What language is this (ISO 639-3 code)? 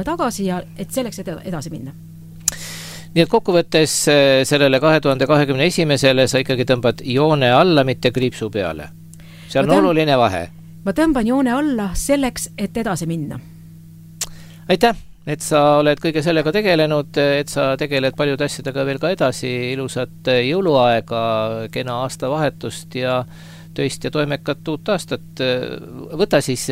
est